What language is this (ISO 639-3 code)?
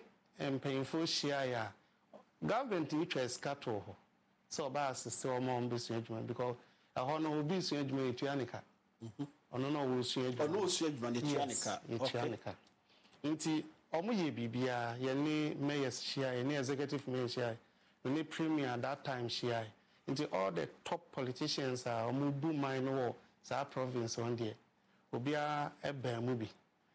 aka